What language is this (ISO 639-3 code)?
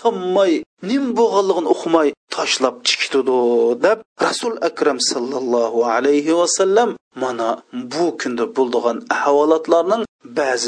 uig